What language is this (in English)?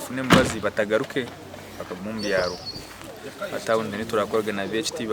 Nyankole